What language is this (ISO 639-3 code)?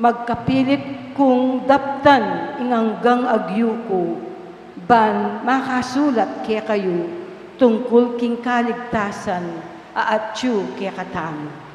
pam